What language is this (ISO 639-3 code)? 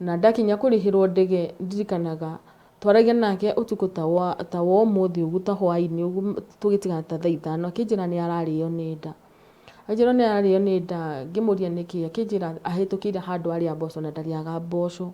kik